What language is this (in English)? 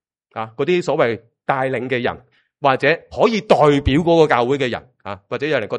Cantonese